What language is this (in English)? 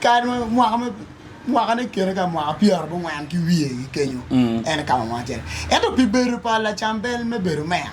Acoli